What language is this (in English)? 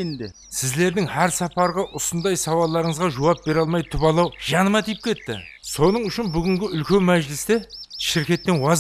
Kara-Kalpak